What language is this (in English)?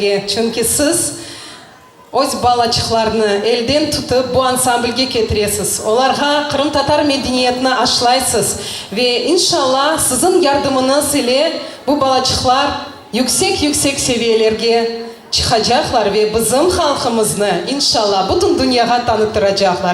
Crimean Tatar